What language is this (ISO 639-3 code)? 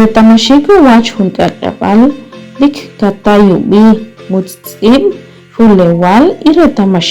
acr